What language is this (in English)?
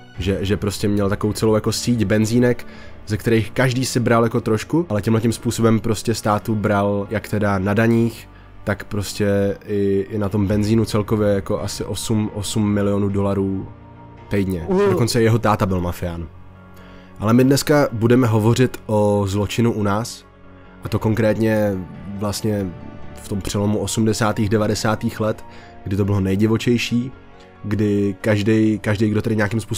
Czech